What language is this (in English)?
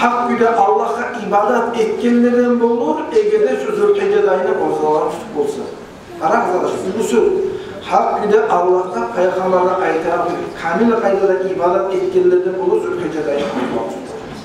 Kumyk